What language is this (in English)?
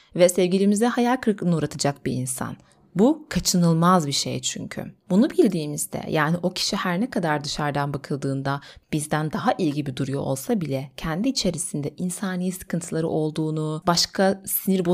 Turkish